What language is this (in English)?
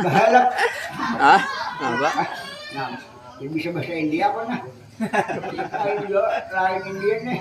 Banjar